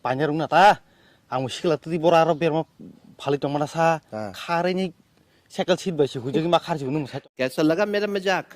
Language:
Kok Borok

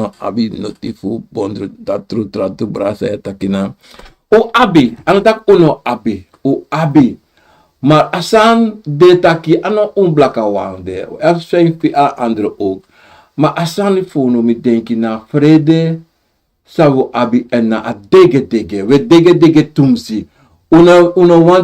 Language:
Sranan Tongo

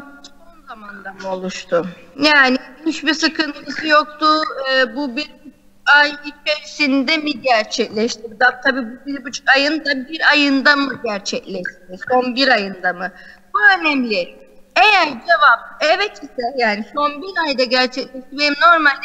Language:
Turkish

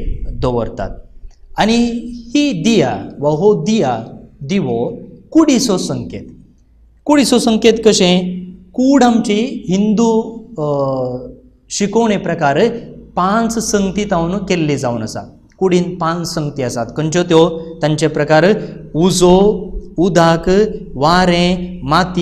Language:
Konkani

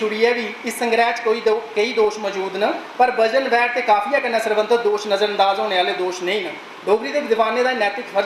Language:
Dogri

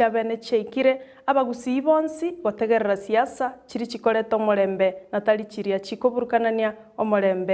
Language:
Gusii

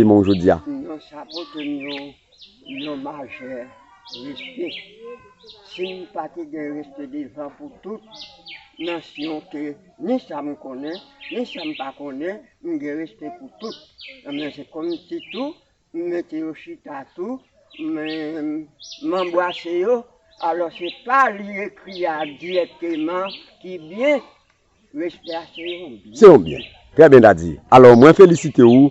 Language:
Haitian Creole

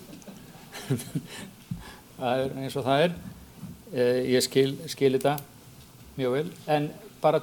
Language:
Icelandic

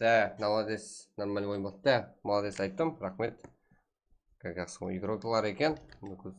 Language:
Kara-Kalpak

